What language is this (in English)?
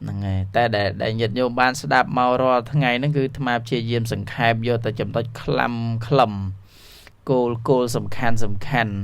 Khmer